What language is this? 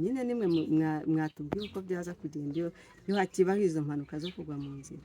Kinyarwanda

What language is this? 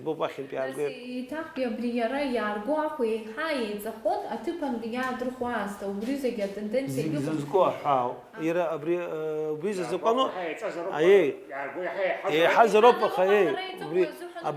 Abkhazian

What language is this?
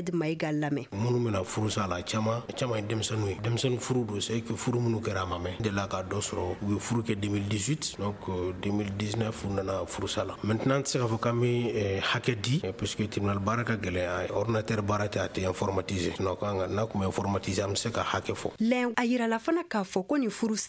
Bambara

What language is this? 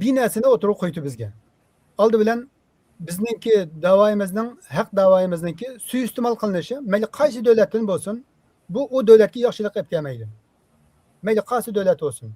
Uyghur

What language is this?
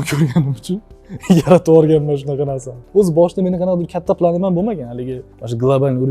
Uzbek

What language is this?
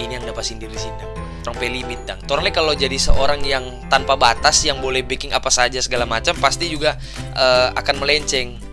Manado Malay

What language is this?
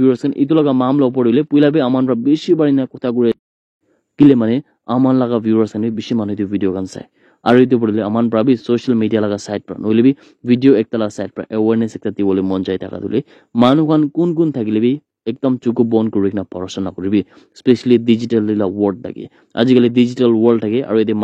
Naga Pidgin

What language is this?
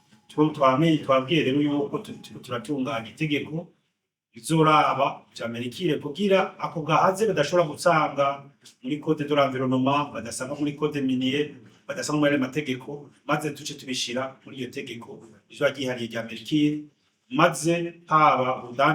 Rundi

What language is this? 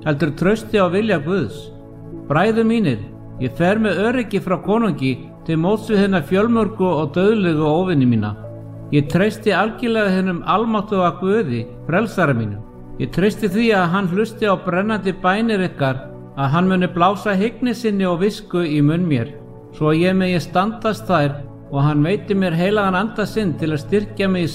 Icelandic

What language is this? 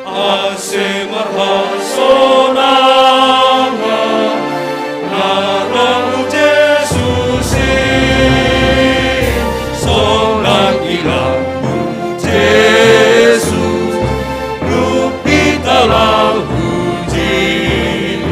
Batak Simalungun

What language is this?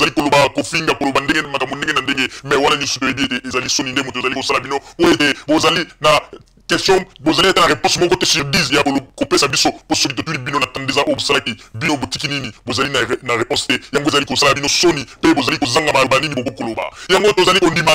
Lingala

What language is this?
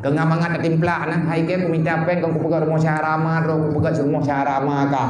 Achinese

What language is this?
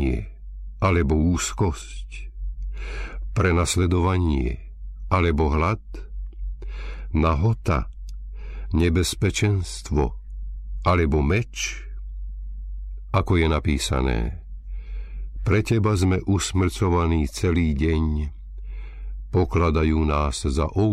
Slovak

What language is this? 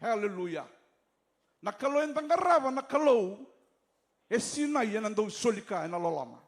Fijian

